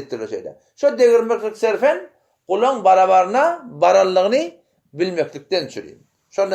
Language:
Turkmen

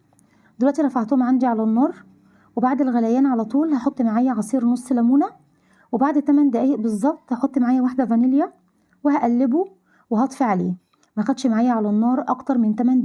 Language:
Egyptian Arabic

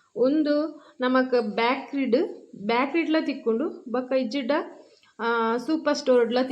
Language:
Tulu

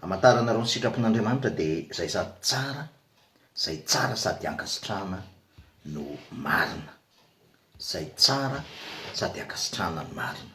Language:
Malagasy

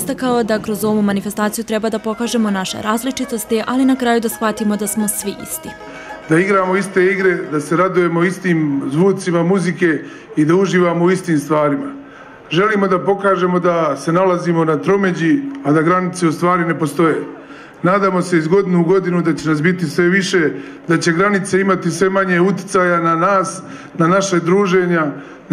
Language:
Serbian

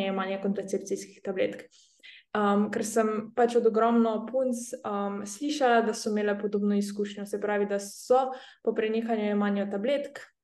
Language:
Slovenian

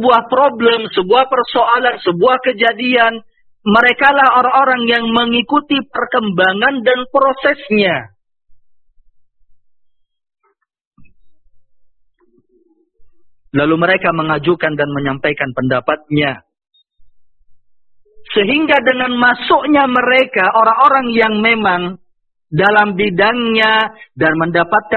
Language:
Indonesian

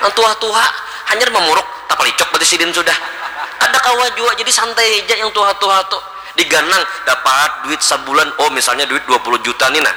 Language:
Banjar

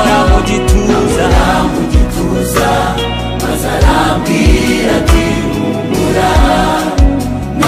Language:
Kinyarwanda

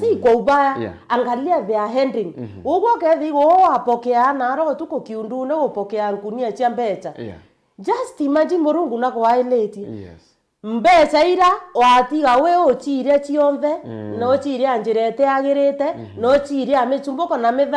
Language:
Meru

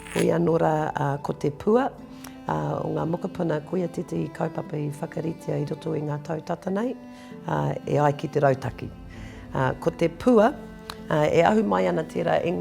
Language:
Māori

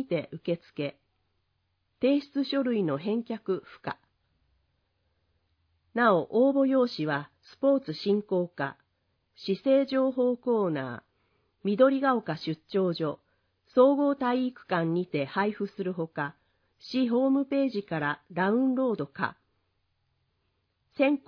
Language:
Japanese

